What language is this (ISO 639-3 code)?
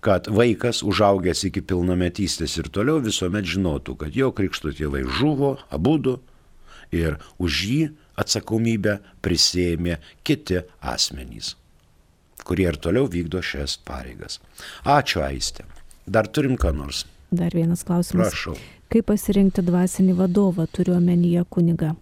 lit